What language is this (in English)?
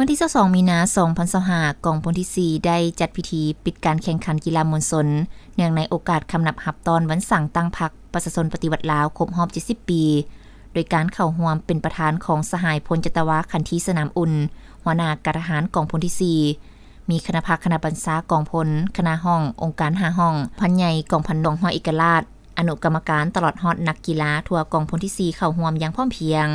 Lao